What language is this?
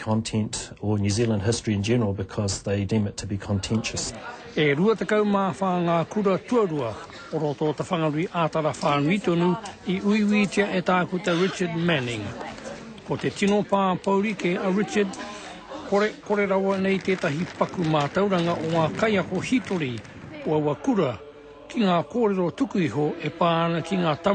Māori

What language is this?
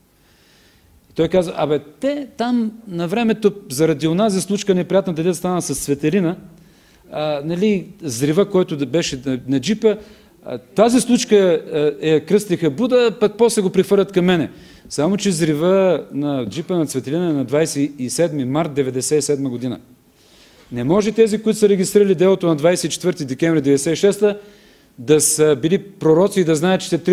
Bulgarian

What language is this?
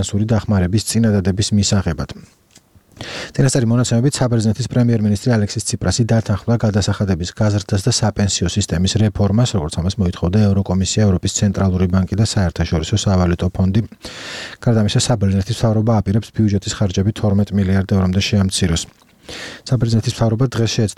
Georgian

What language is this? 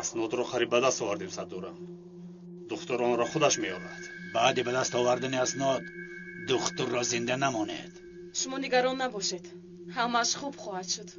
Tajik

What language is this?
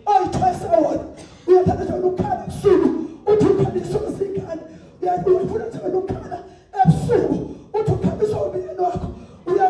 Zulu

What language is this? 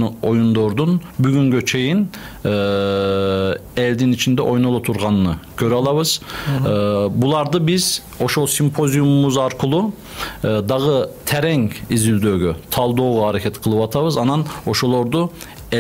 Kyrgyz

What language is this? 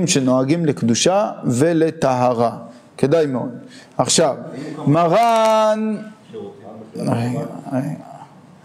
Hebrew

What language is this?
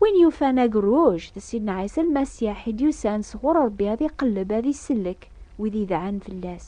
Kabyle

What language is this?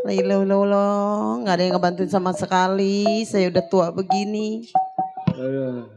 Betawi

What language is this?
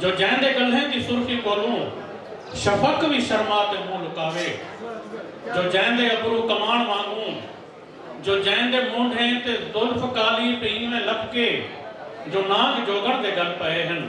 Saraiki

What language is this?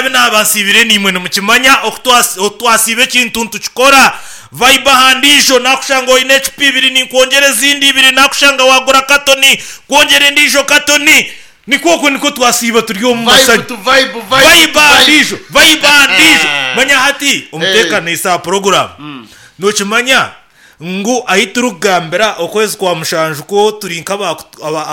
Nyankole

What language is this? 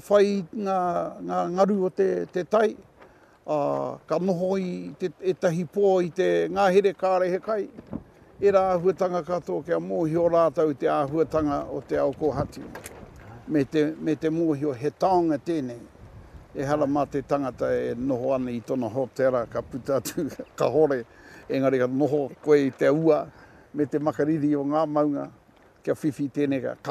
Māori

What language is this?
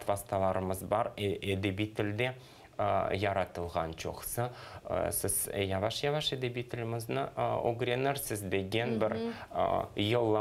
Crimean Tatar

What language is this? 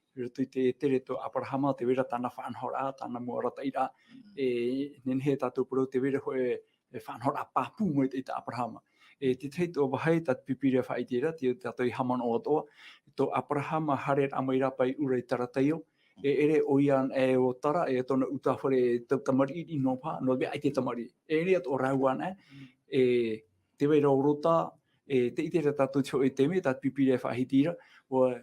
Tahitian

